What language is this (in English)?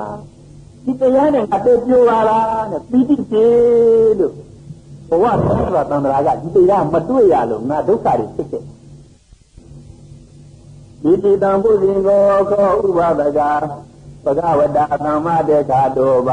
Burmese